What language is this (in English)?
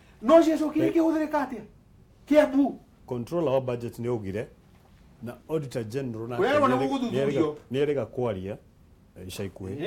Kikuyu